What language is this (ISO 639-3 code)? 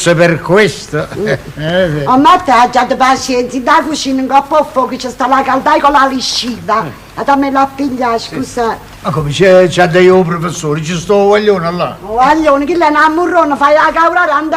nap